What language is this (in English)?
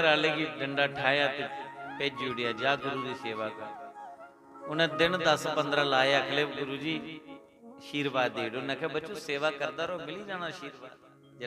Dogri